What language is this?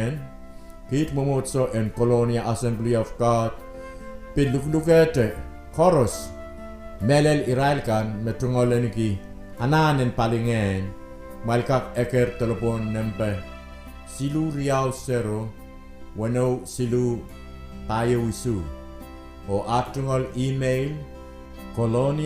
Pohnpeian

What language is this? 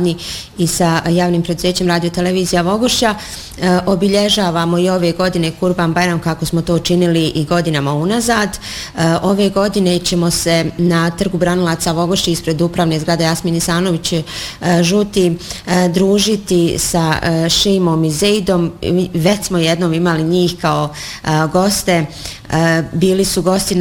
Bosnian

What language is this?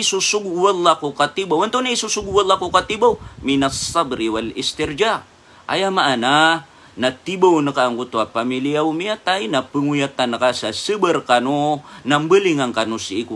Maranao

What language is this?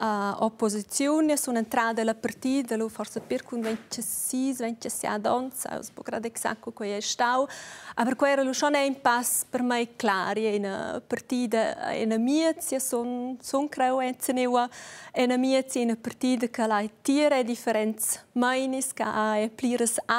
Romansh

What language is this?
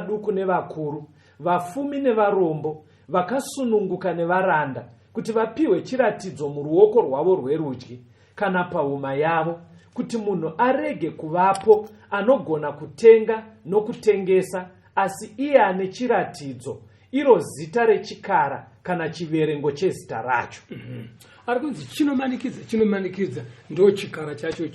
Shona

